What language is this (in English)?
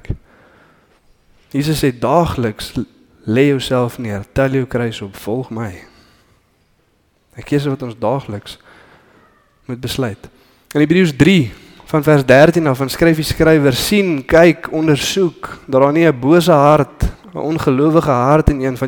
Afrikaans